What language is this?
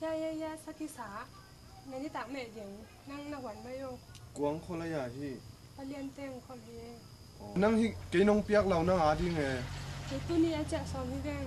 Tedim Chin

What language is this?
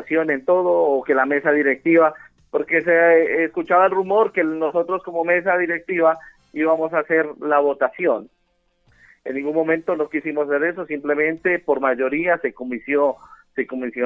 Spanish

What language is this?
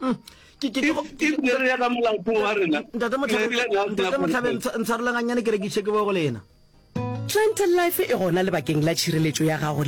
Northern Sotho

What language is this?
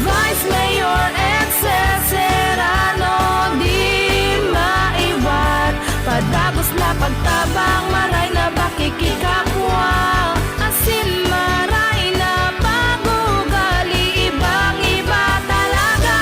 Bikol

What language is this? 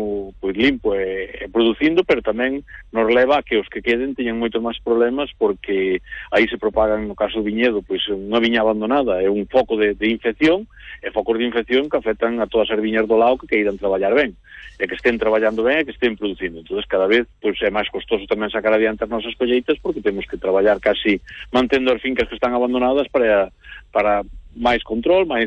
Galician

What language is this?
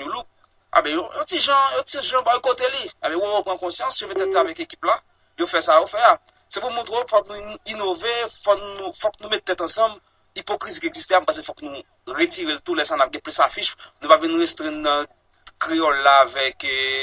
Haitian Creole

